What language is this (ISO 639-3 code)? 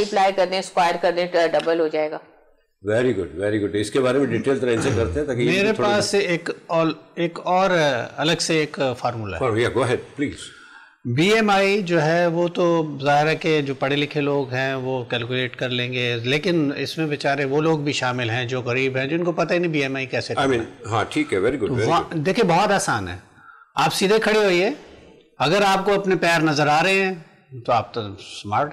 urd